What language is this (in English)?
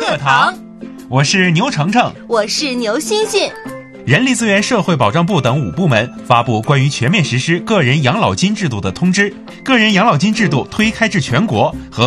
Chinese